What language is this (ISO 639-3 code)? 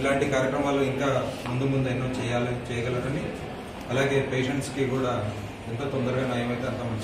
tel